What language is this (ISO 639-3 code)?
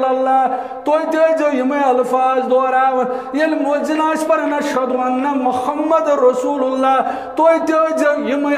kas